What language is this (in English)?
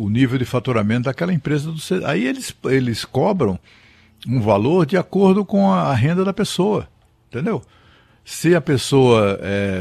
Portuguese